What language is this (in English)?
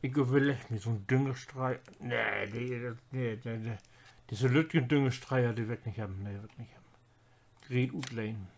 Low German